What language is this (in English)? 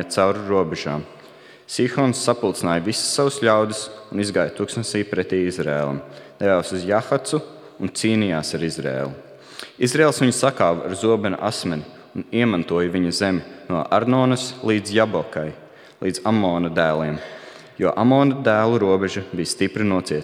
Latvian